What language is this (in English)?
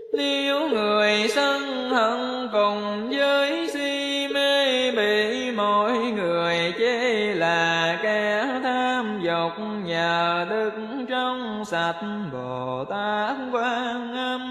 Vietnamese